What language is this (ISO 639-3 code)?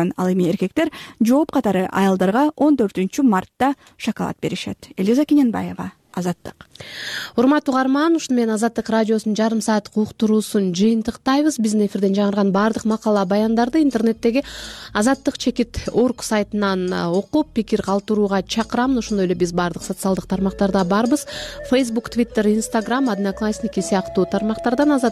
kir